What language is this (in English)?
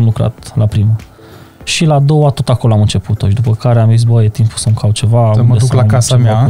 Romanian